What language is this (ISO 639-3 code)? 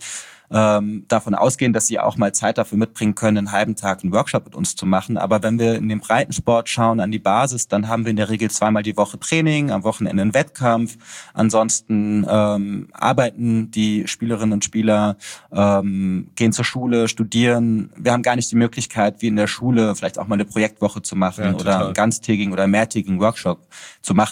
deu